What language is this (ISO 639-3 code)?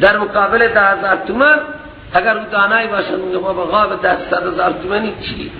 fas